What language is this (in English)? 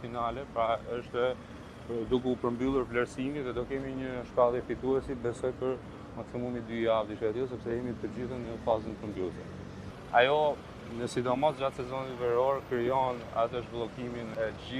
Albanian